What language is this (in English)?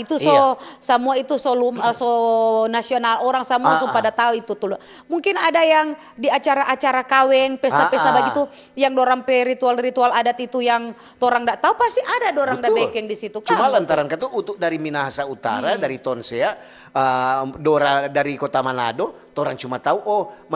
Manado Malay